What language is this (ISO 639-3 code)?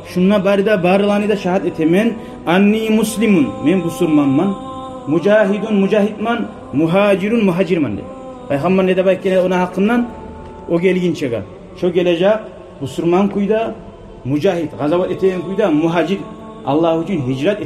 kum